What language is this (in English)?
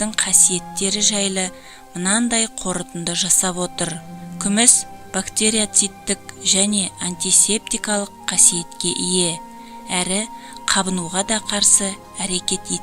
Kazakh